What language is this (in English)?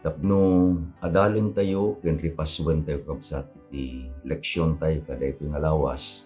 Iloko